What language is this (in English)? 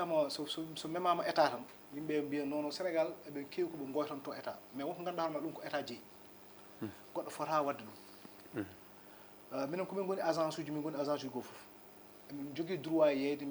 Fula